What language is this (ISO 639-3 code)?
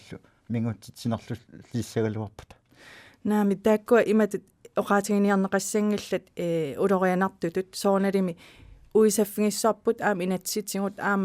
kal